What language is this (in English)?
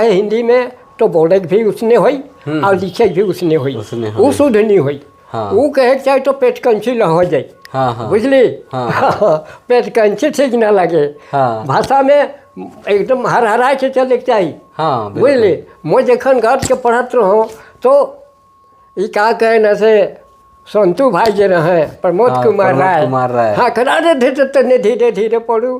Sadri